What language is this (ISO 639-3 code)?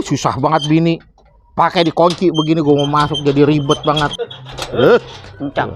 bew